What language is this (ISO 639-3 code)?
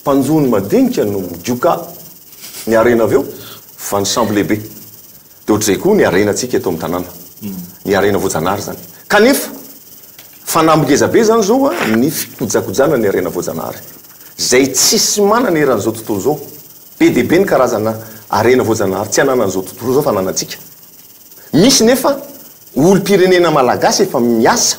mlg